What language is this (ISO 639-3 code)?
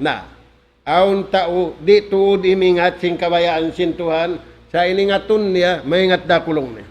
tsg